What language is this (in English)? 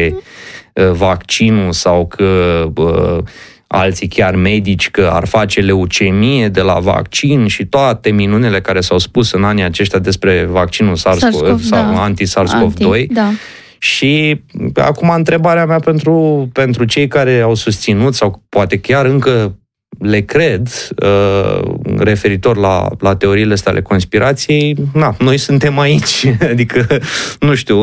Romanian